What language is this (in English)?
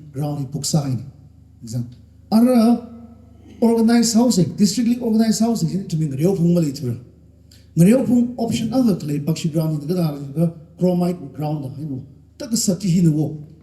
Tangkhul Naga (India)